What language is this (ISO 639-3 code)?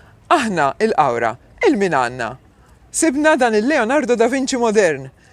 mlt